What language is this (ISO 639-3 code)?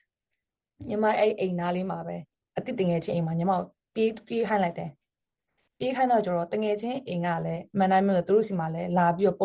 mya